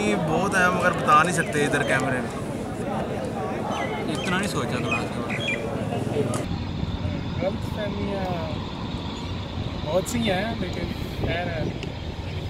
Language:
Hindi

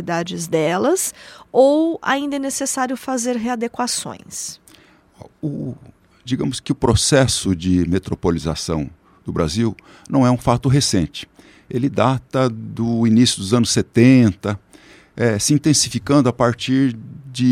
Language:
Portuguese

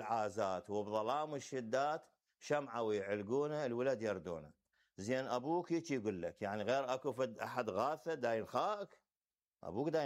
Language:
Mesopotamian Arabic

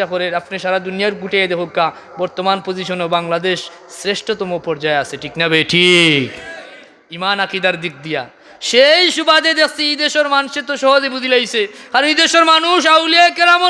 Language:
Sylheti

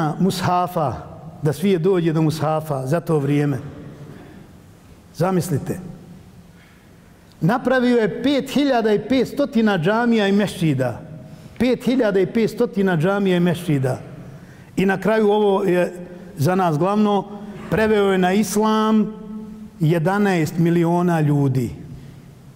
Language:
Bosnian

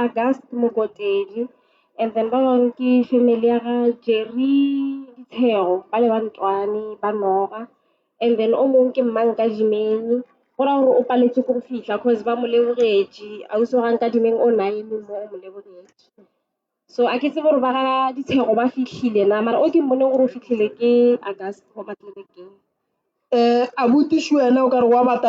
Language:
Northern Sotho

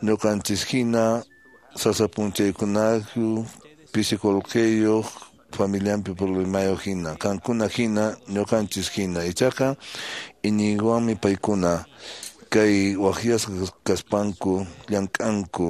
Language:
Quechua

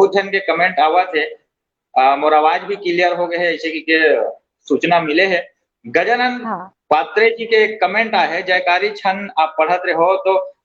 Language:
Chhattisgarhi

